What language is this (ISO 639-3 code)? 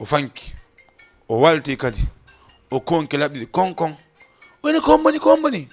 ful